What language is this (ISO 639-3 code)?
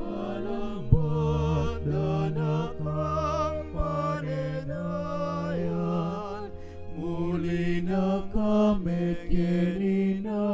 pam